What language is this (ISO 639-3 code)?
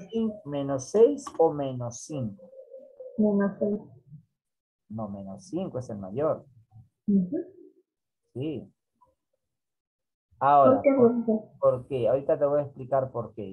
spa